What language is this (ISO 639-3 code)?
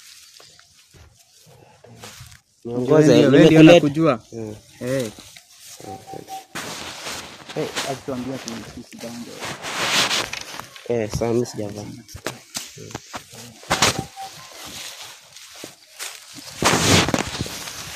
swa